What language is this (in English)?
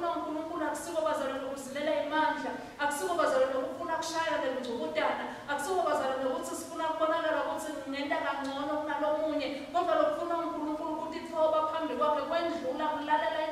Swati